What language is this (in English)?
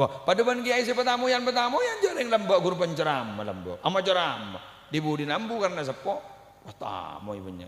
Madurese